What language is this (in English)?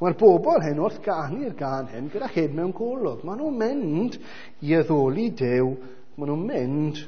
Welsh